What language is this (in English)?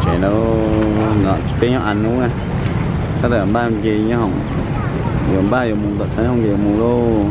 Hmong